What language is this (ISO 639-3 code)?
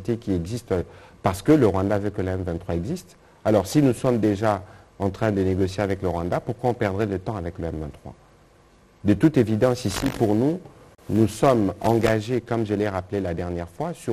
fra